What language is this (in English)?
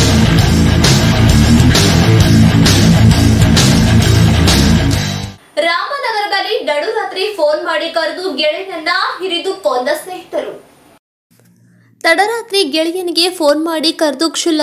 Kannada